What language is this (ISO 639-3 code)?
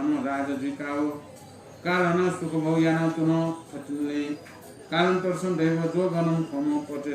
new